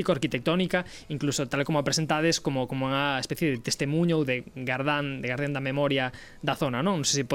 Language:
Galician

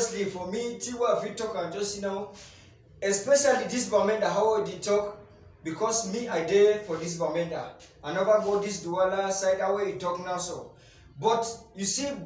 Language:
Cameroon Pidgin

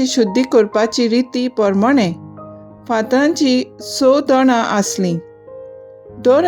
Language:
Konkani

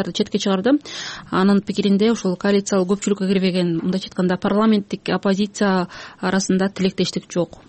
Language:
Kyrgyz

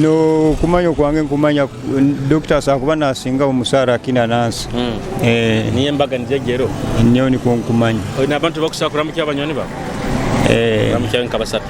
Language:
Nyoro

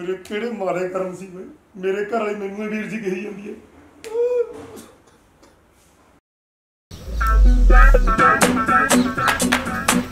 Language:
Punjabi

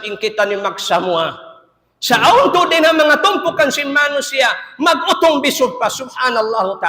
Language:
Tausug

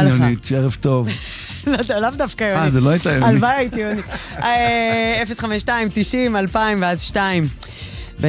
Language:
Hebrew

